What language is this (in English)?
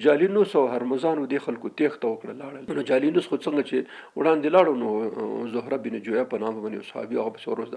Pashto